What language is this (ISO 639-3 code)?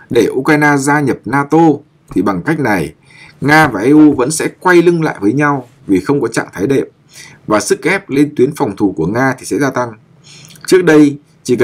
vie